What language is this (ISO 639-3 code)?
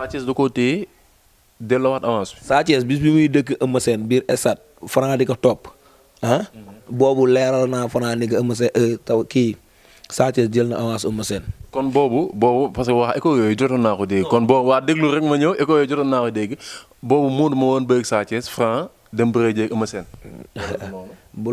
wol